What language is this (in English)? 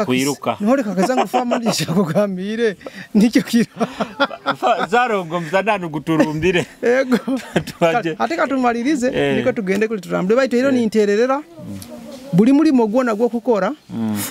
Nyoro